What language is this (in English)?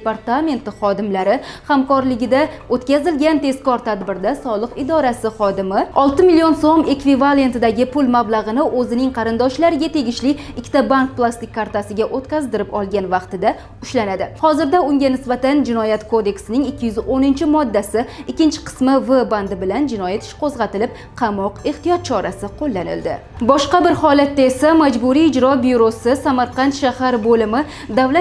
Uzbek